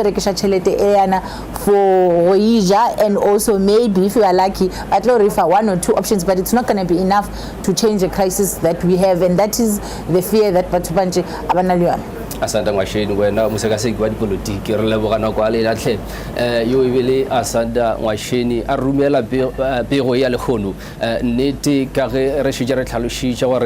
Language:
Northern Sotho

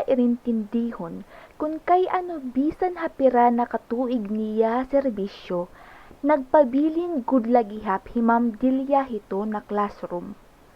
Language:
Waray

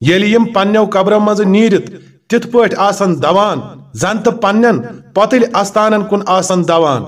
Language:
Kashmiri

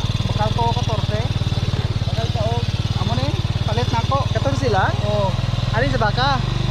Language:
Cebuano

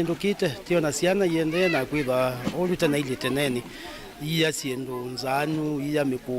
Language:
Kamba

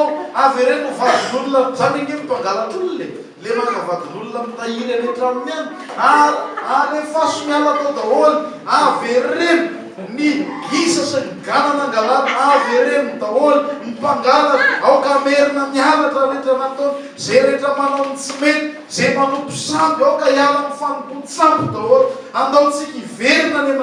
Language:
Malagasy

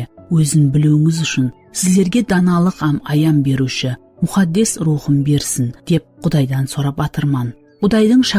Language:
Kara-Kalpak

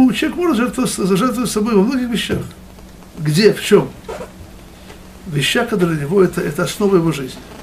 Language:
Russian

